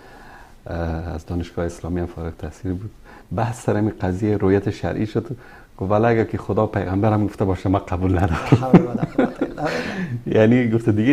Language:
Persian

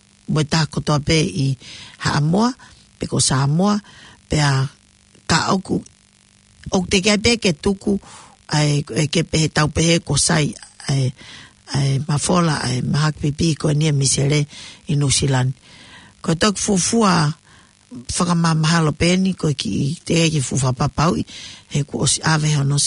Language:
Tongan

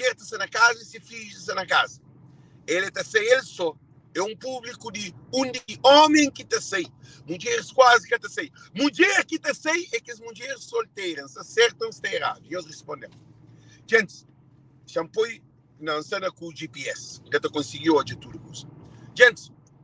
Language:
Kabuverdianu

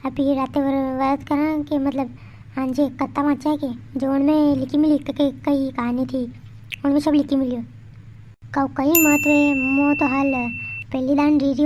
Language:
Rajasthani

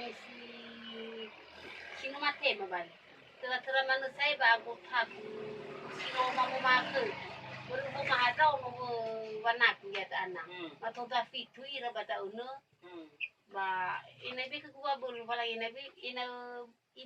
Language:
Nias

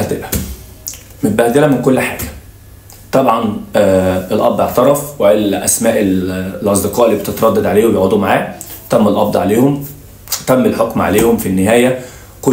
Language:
Egyptian Arabic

